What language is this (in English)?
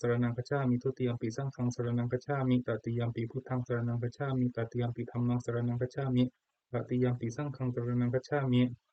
Pali